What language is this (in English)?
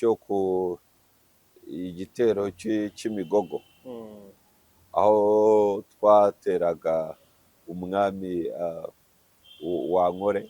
Kinyarwanda